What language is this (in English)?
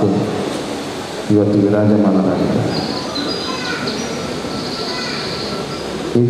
Kannada